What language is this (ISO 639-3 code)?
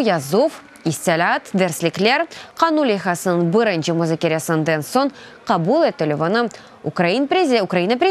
crh